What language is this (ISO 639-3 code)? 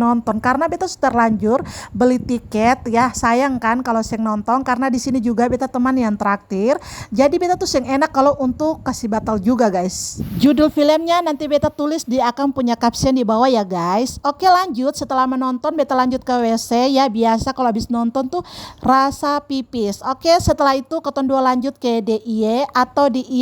abs